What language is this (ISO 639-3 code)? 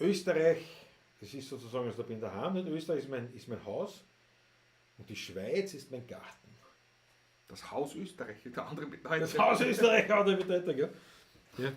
bar